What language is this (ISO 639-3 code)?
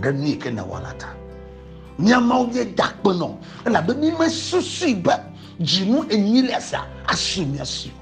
ewe